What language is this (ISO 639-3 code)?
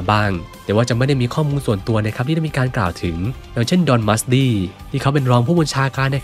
tha